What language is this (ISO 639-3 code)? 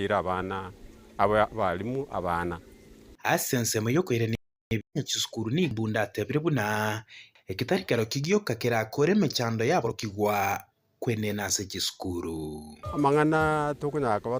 guz